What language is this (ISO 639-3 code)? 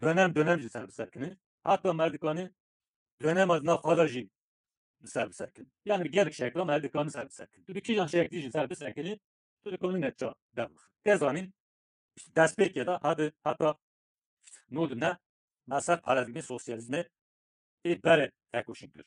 kur